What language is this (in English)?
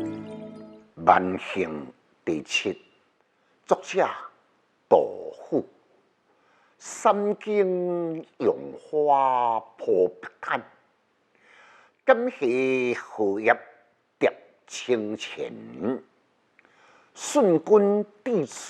Min Nan Chinese